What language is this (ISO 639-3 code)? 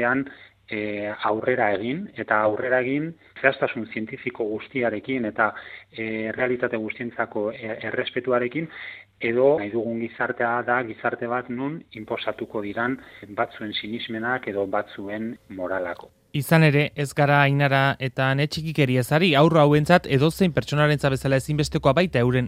eus